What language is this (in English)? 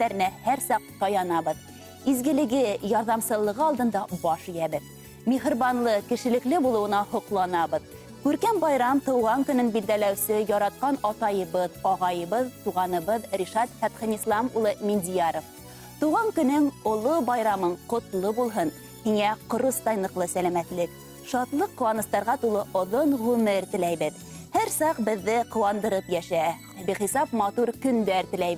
Bashkir